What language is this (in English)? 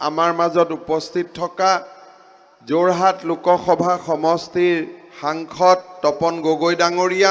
Assamese